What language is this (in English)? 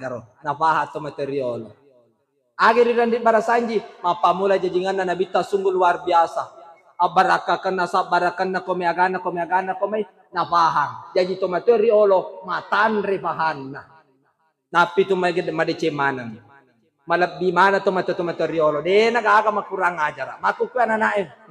Buginese